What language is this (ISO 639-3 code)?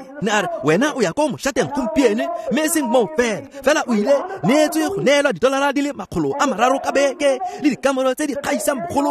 tsn